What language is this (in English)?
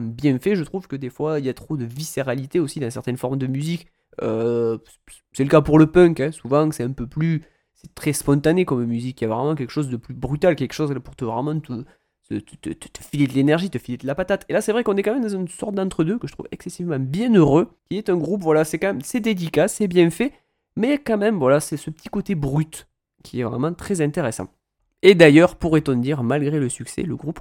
French